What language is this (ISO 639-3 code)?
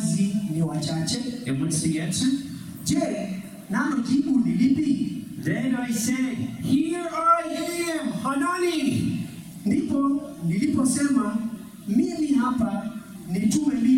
swa